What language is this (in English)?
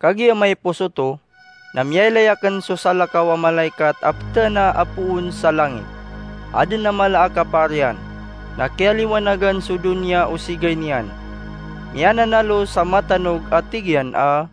Maranao